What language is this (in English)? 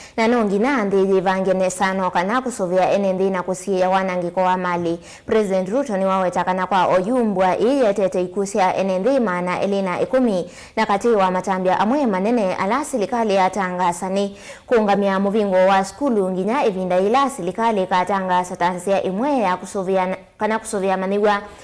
Kamba